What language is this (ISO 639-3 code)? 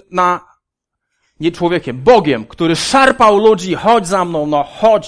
pol